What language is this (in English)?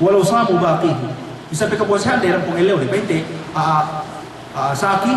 Yakan